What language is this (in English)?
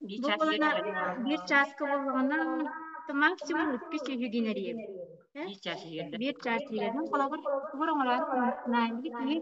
Yakut